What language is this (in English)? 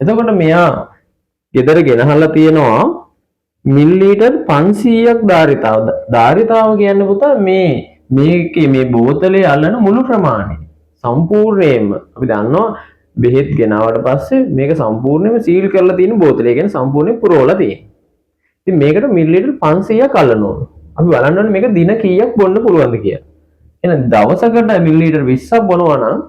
Sinhala